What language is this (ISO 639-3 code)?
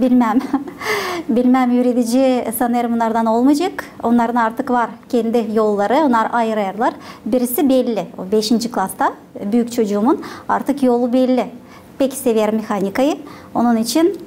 gag